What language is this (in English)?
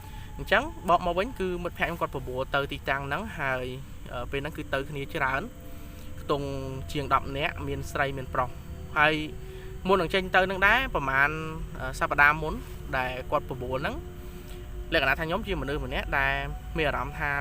Khmer